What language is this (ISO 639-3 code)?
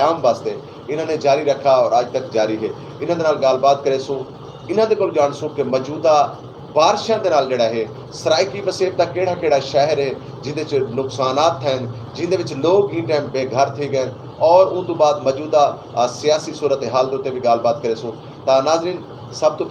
skr